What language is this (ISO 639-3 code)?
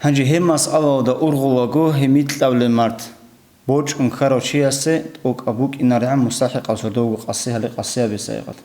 ava